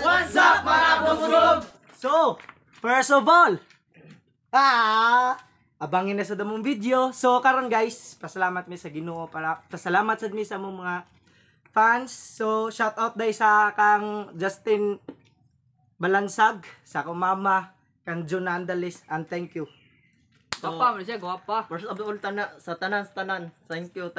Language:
Cebuano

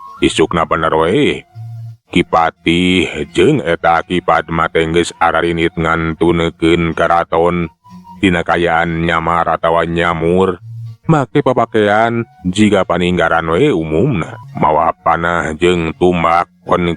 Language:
Sundanese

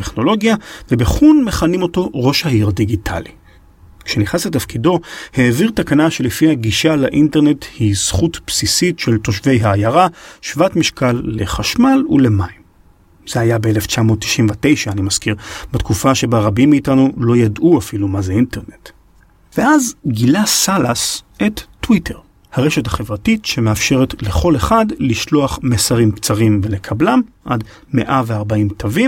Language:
Hebrew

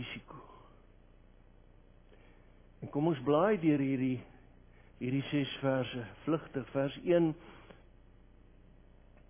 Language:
Afrikaans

